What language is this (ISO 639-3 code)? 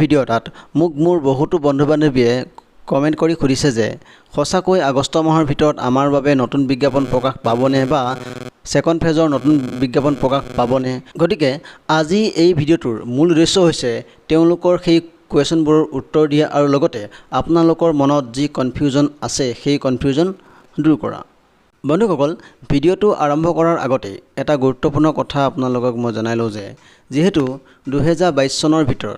asm